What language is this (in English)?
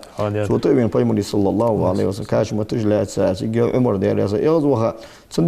Ingush